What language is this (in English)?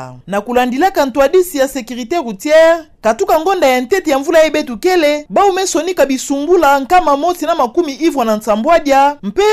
Kituba (Democratic Republic of Congo)